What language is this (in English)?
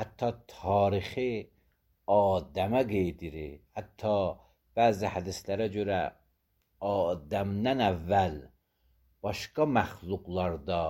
Azerbaijani